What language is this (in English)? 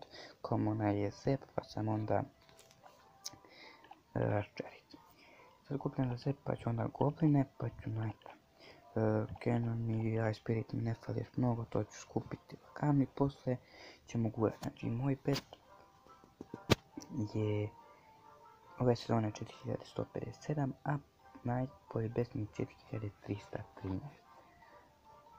Croatian